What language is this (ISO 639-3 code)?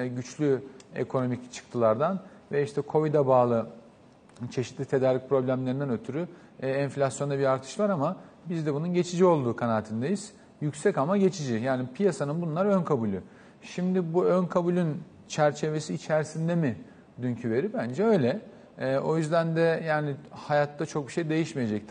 tur